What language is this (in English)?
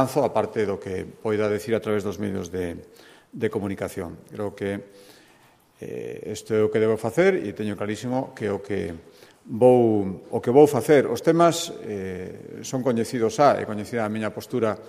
Galician